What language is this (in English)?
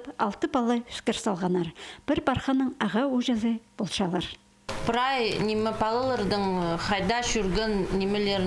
Khakas